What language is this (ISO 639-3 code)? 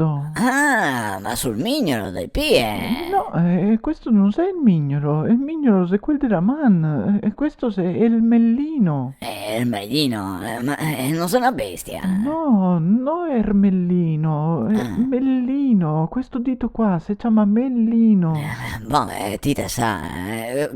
vec